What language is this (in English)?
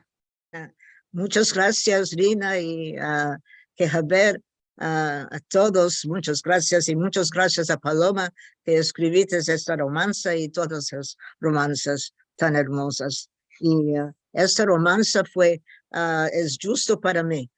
Ladino